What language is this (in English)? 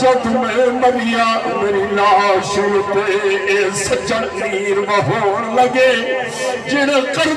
Saraiki